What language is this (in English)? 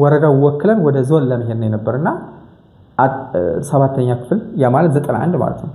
Amharic